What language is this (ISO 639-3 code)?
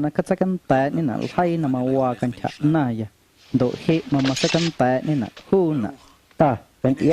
amu